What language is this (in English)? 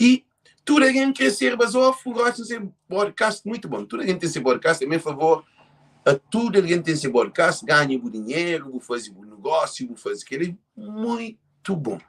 Kabuverdianu